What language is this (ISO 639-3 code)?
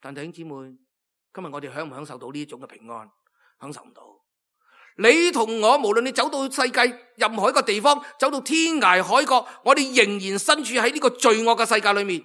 yue